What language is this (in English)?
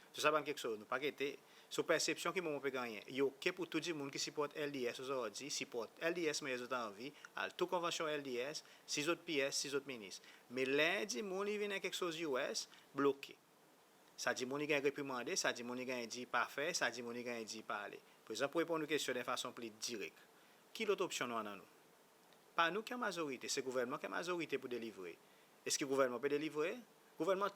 Seselwa Creole French